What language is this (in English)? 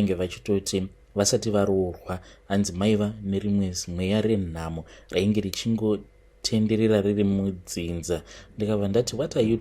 Shona